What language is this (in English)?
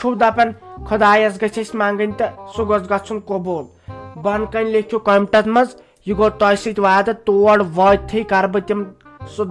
Kashmiri